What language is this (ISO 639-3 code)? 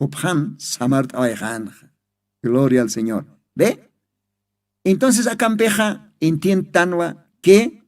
aym